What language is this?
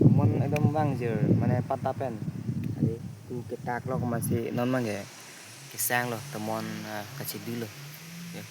Karbi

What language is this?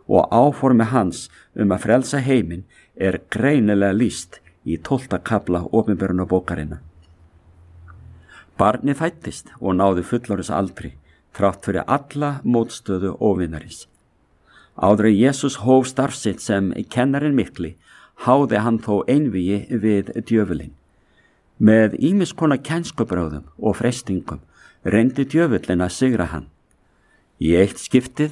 Icelandic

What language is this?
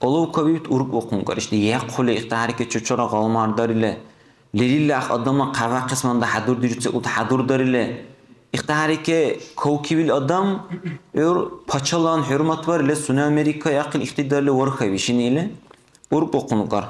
Dargwa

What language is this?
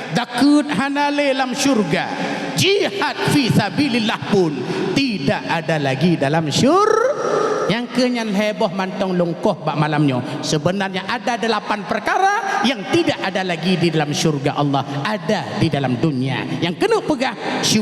Achinese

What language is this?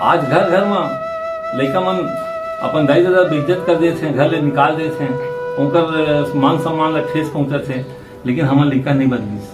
Chhattisgarhi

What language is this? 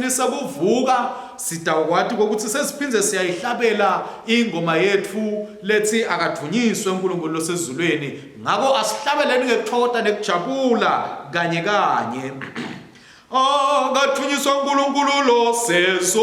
Swati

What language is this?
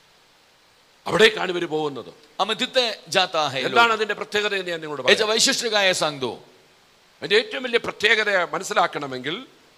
Malayalam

